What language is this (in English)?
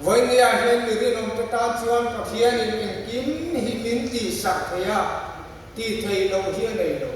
Mizo